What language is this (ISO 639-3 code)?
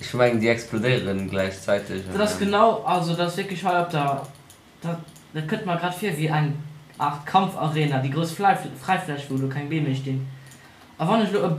ltz